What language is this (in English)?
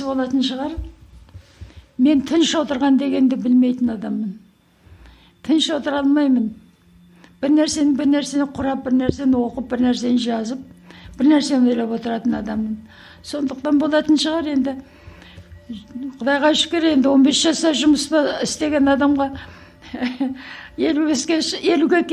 Kazakh